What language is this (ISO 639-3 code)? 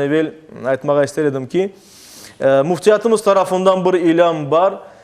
crh